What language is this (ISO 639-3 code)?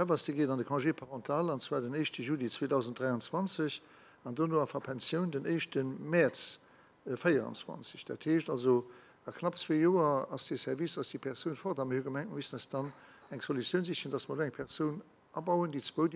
ltz